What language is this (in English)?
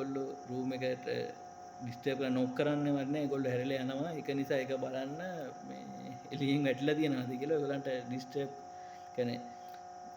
Sinhala